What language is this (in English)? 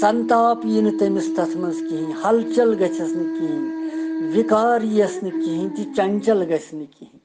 Kashmiri